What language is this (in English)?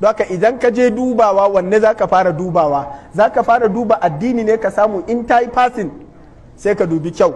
Hausa